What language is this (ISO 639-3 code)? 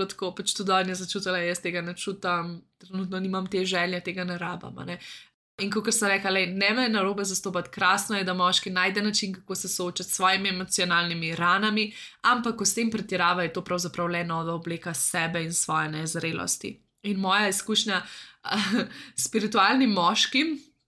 slv